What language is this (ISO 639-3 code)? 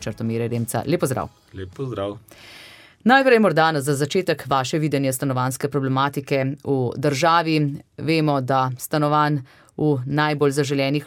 slv